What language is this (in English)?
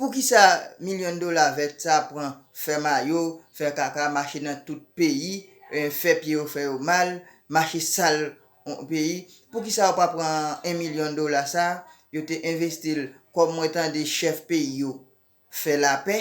Haitian Creole